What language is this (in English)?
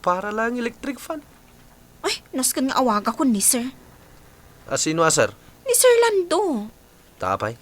Iloko